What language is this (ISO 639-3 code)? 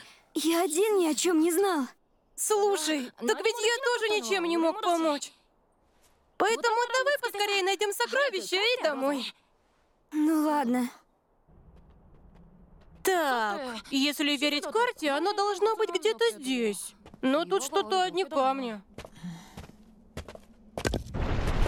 rus